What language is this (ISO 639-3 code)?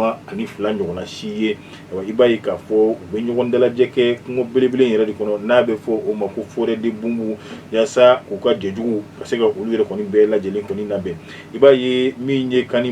bam